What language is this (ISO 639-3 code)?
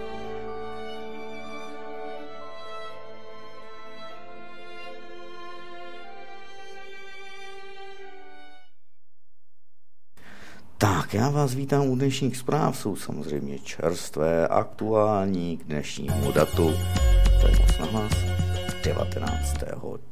ces